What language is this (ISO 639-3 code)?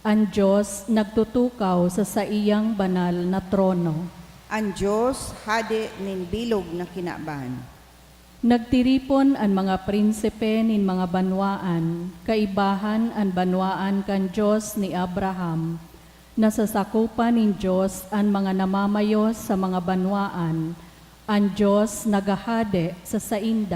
bik